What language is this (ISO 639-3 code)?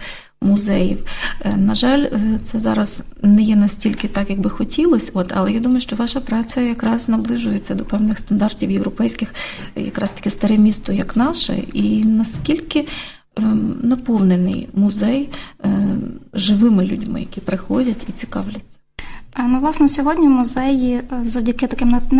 ukr